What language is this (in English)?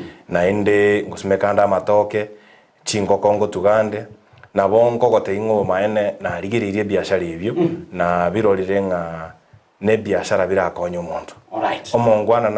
Gusii